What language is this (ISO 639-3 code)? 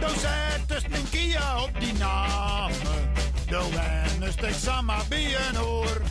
fry